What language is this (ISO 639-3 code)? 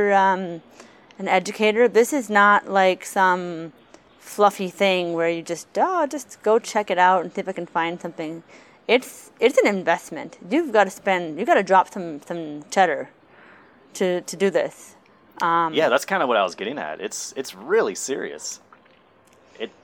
eng